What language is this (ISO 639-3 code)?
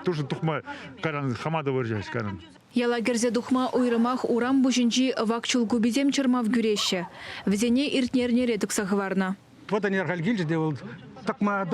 chv